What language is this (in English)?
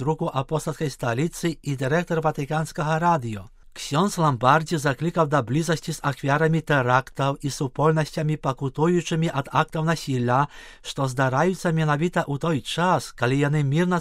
Belarusian